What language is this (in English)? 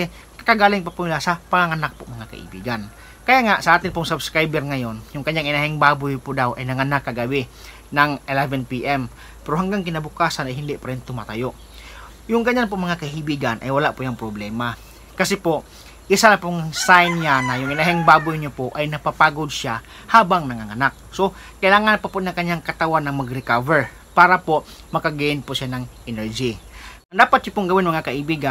Filipino